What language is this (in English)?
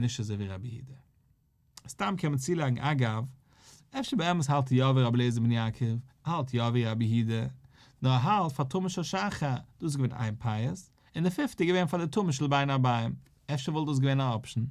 Yiddish